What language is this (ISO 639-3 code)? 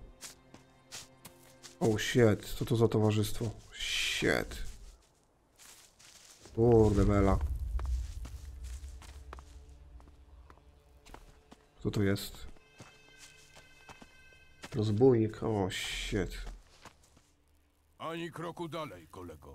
pol